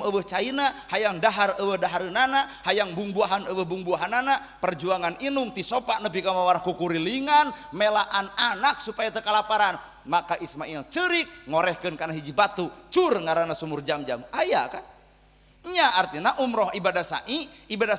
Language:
Sundanese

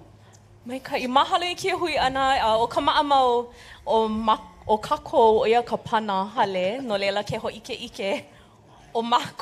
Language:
Hawaiian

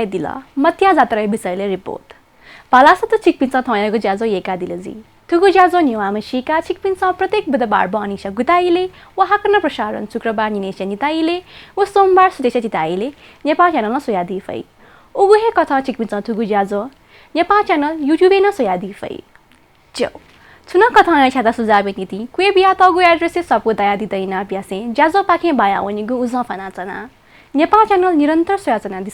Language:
Newari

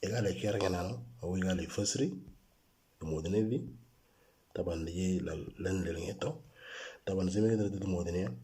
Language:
Moro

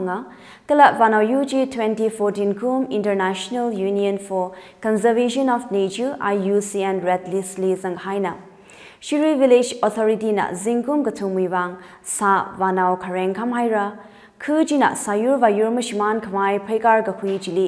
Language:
Tangkhul Naga (India)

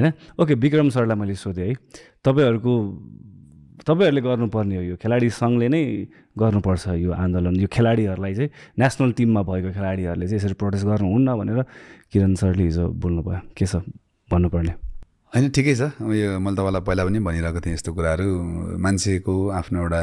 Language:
Nepali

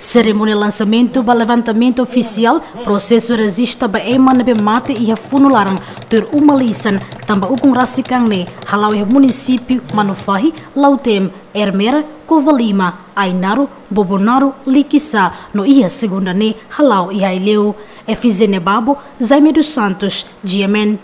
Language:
Tetum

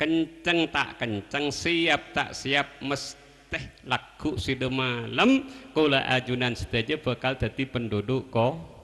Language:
Madurese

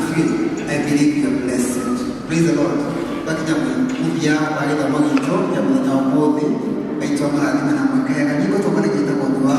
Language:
Kikuyu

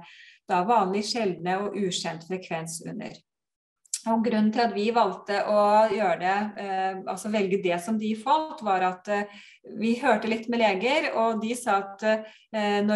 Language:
Norwegian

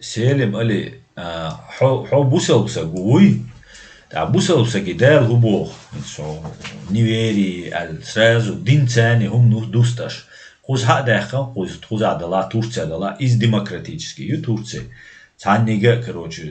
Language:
Chechen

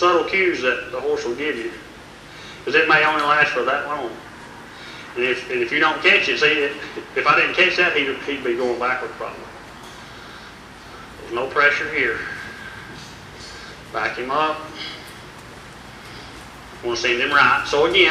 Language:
English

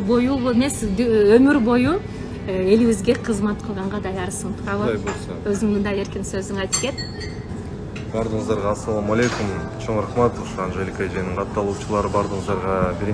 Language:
Kyrgyz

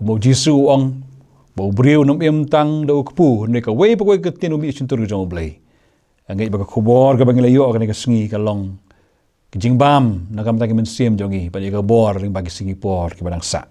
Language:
Khasi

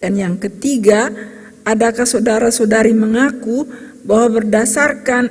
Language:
Ambonese Malay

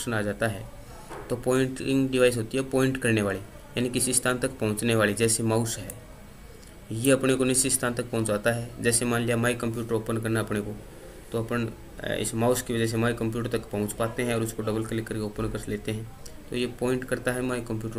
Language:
Hindi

